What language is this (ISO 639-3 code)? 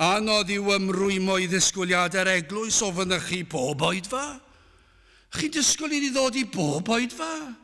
cym